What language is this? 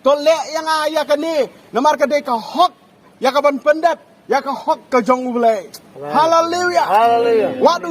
Khasi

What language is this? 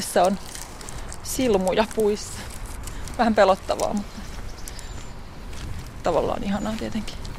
Finnish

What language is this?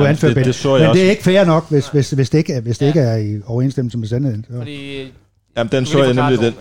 Danish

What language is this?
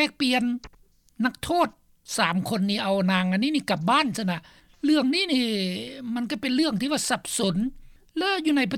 Lao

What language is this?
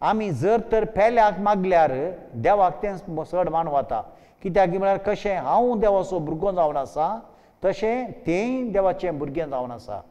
Konkani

